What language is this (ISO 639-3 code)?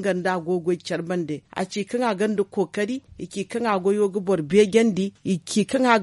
dje